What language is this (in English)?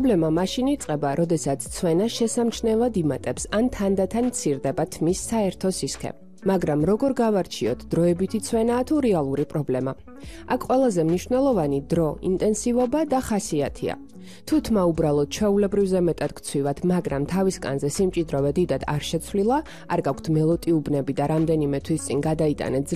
Georgian